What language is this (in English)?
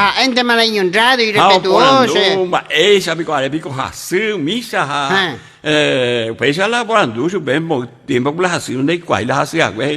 Guarani